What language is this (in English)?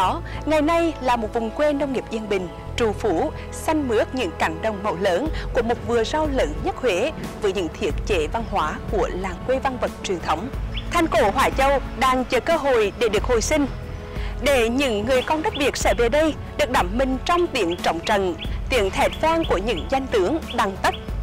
Vietnamese